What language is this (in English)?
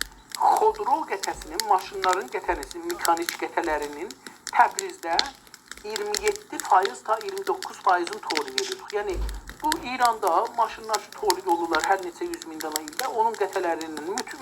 South Azerbaijani